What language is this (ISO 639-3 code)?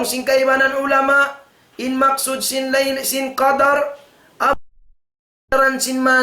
tsg